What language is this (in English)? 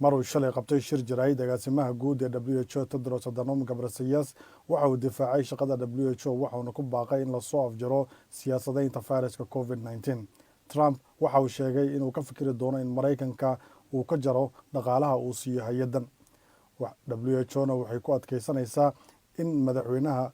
Somali